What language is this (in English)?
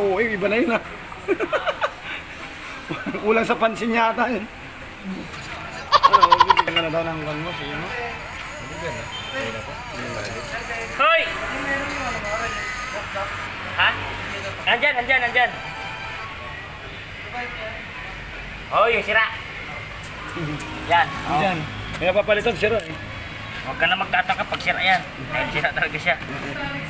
Filipino